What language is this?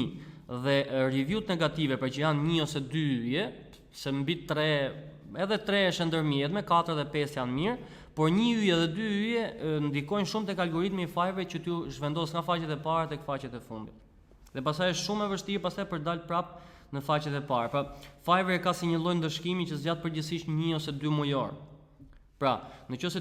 Albanian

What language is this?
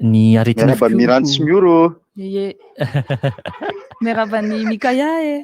Malagasy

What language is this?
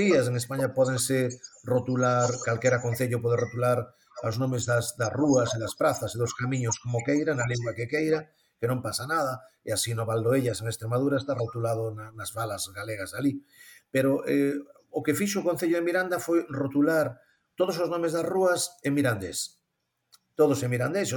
Galician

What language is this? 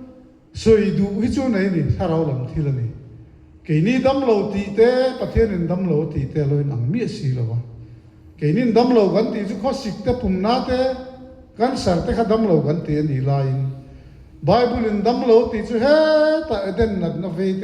Mizo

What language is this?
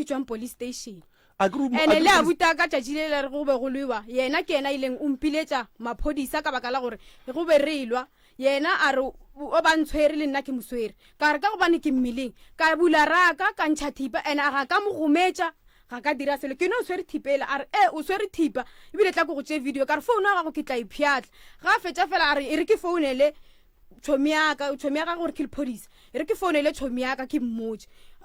Northern Sotho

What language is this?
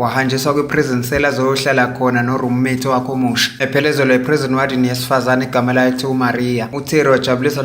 Zulu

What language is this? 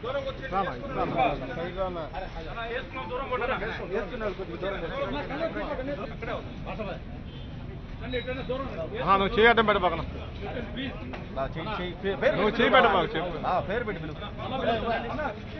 Telugu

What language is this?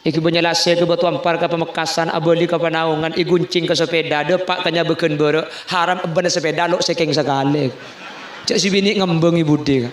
Madurese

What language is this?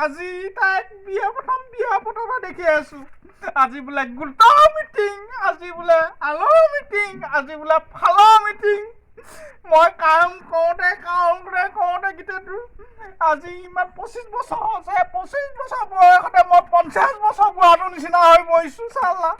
Assamese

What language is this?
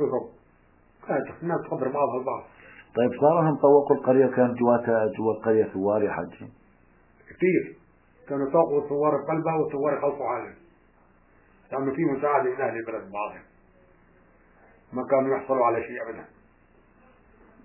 South Levantine Arabic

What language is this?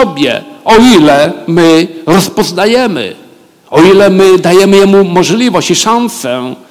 Polish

